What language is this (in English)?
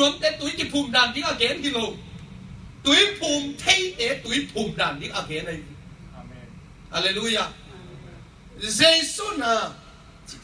Tedim Chin